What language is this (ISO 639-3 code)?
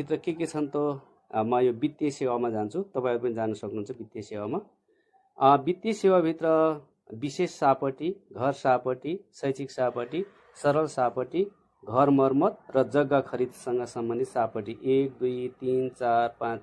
nep